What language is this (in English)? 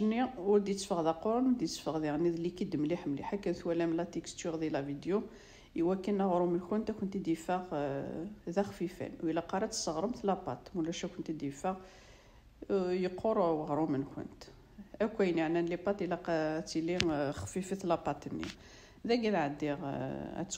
Kabyle